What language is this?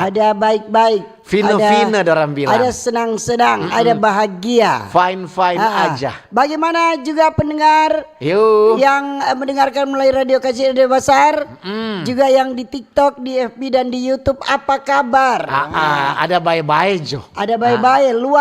Manado Malay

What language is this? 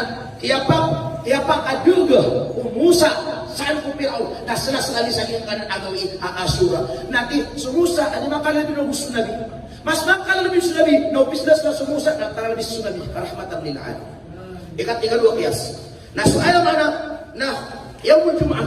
Maranao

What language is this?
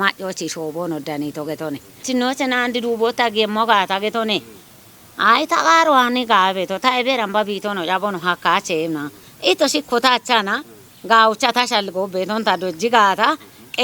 Kafa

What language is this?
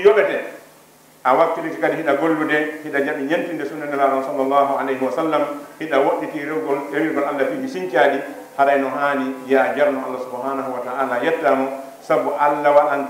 Fula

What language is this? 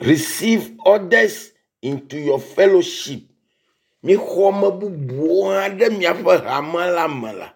Ewe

